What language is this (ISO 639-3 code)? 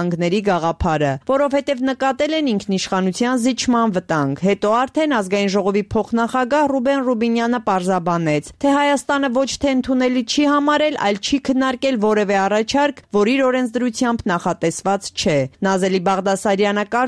hye